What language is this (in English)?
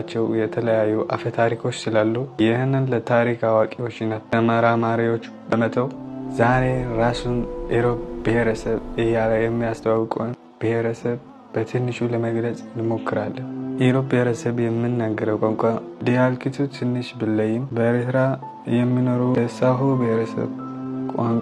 Amharic